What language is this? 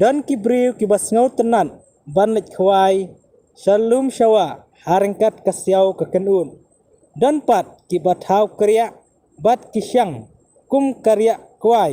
Khasi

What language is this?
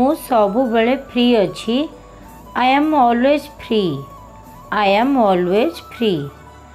Odia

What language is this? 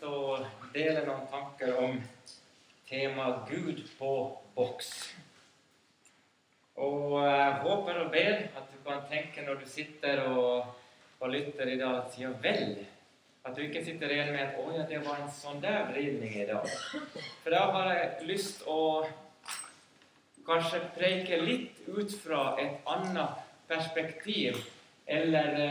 Norwegian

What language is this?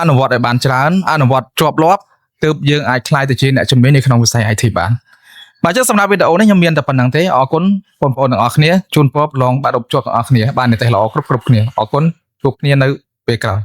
Khmer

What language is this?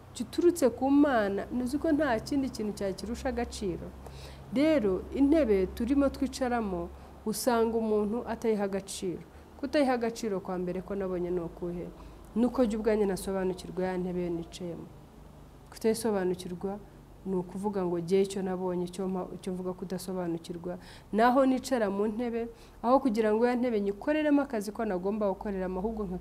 Kinyarwanda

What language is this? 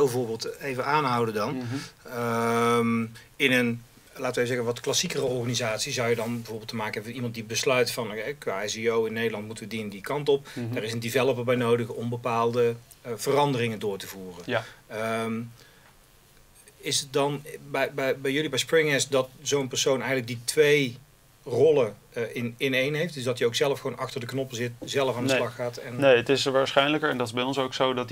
Dutch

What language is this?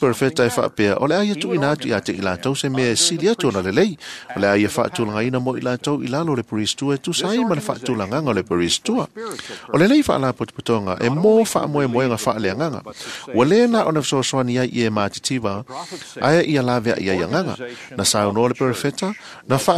Samoan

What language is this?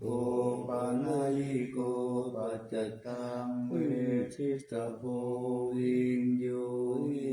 Pali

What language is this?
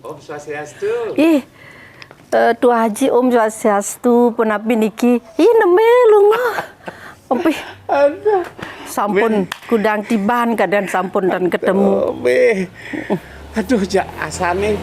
Balinese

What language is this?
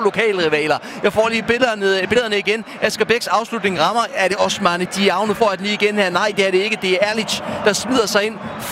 Danish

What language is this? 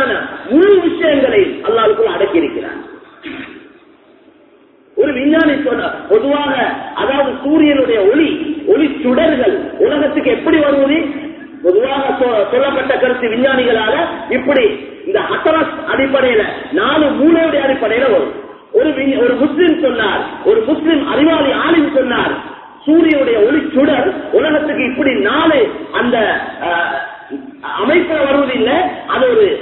Tamil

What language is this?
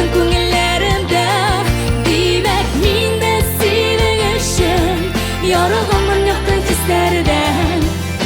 Tatar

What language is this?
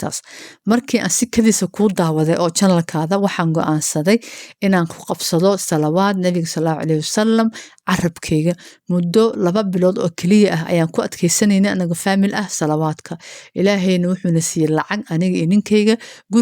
Somali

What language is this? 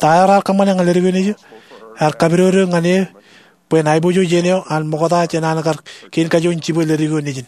Marshallese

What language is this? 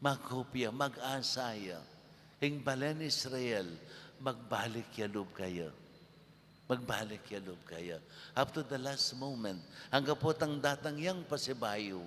Pampanga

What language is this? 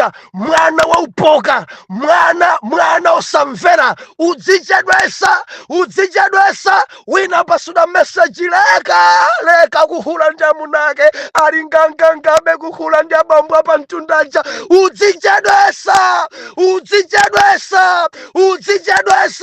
Nyanja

